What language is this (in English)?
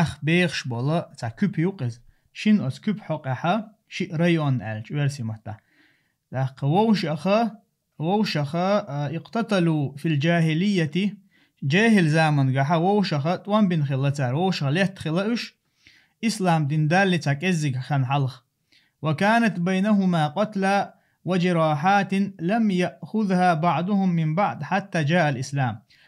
Chechen